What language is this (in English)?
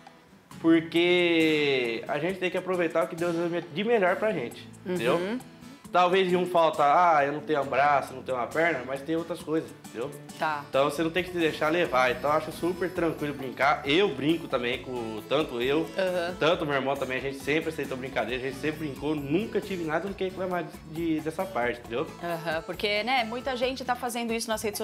Portuguese